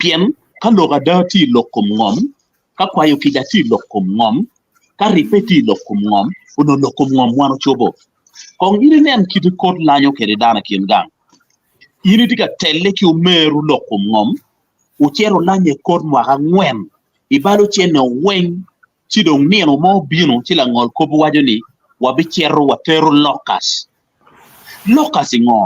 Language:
Acoli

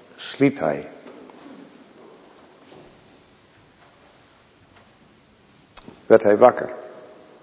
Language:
Dutch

